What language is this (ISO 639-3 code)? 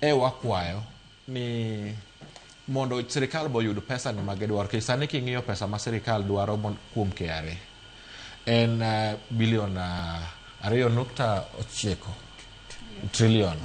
luo